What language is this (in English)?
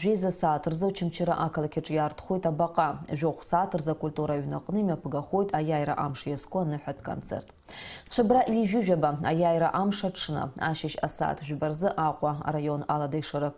Abkhazian